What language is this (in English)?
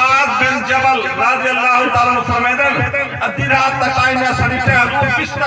Saraiki